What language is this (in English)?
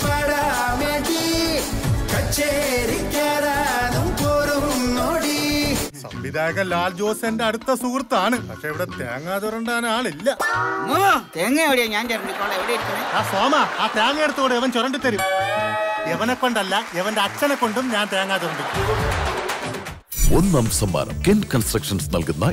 Malayalam